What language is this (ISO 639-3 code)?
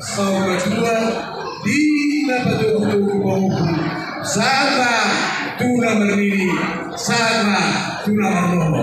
bbc